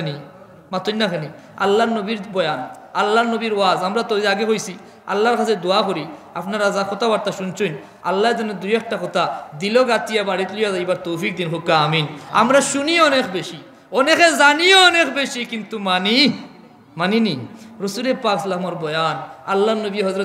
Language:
Sylheti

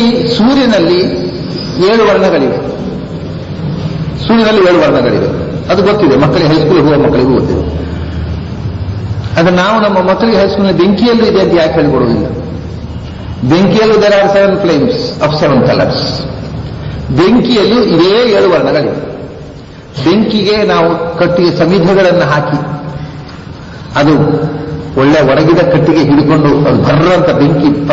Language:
Kannada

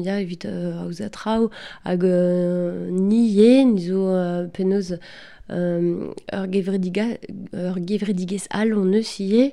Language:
Breton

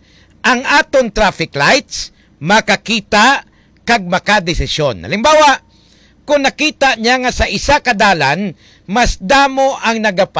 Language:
Hiligaynon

